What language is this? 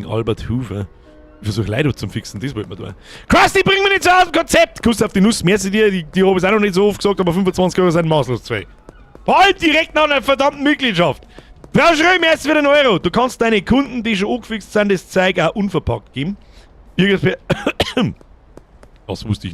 Bavarian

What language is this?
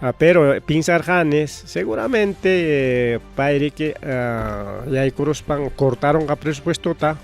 Ayacucho Quechua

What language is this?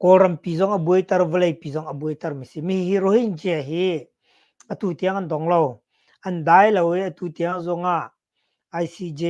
Hakha Chin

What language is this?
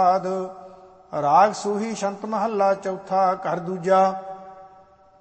Punjabi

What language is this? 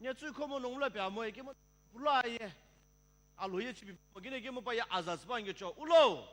Sumi Naga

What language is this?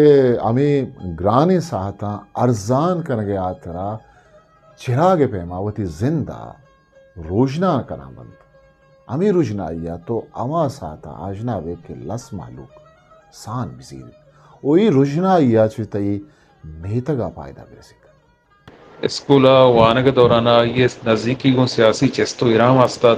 Eastern Balochi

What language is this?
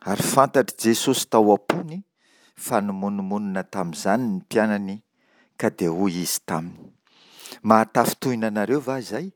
Malagasy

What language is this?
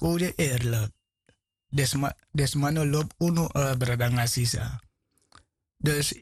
Sranan Tongo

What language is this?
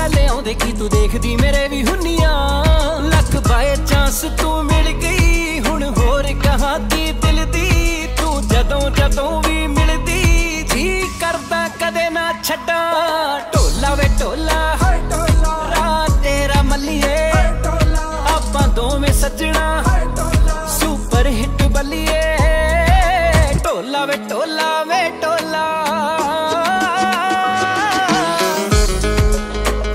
Punjabi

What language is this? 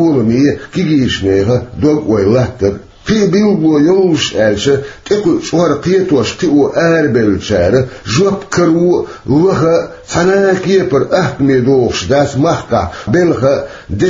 Chechen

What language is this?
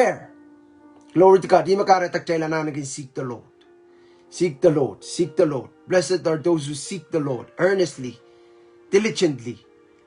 Pohnpeian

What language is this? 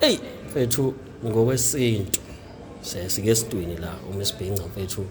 Zulu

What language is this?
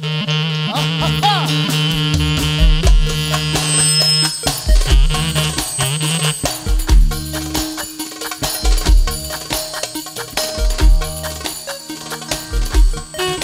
Turkish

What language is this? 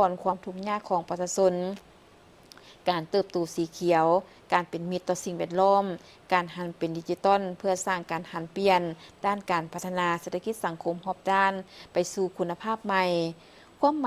Lao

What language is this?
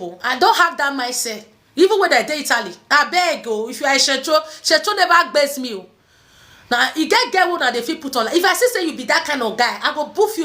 Nigerian Pidgin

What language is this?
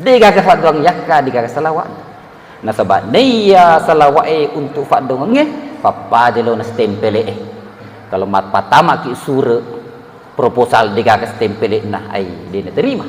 Buginese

